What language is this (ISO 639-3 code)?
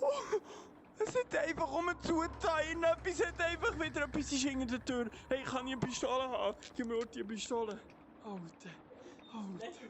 gsw